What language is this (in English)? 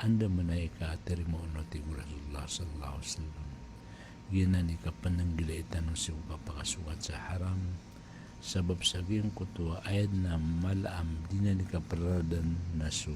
Maranao